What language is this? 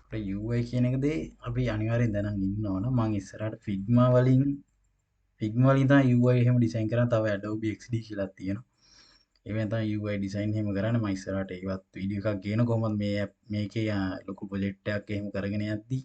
Sinhala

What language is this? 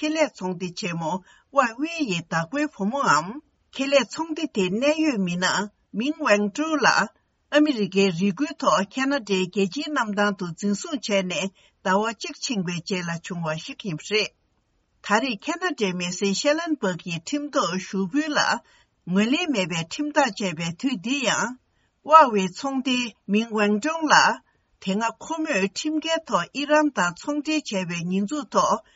Tibetan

